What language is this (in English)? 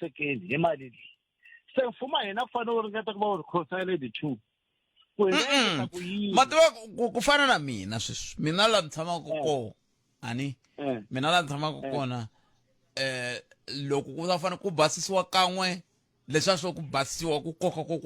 Tsonga